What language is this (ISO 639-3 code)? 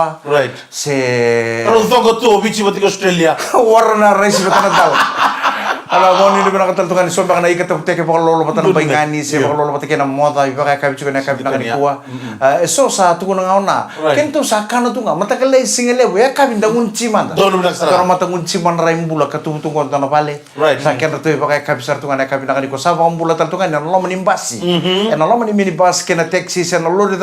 fij